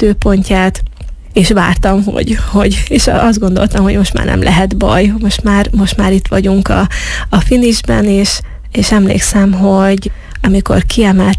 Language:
Hungarian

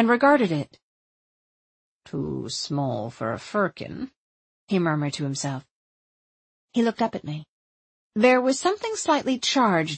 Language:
English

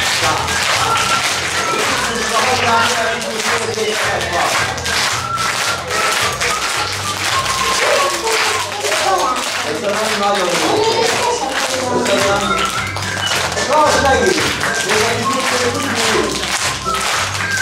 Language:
Hungarian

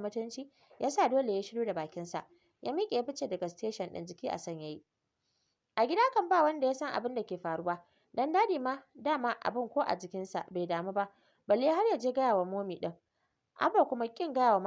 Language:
Hausa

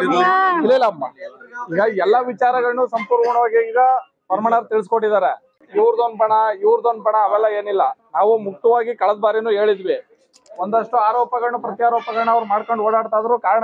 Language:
Kannada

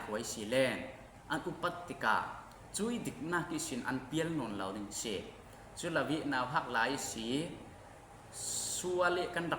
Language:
Falam Chin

